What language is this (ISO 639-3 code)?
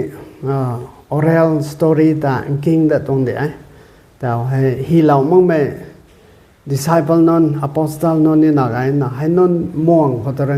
nbu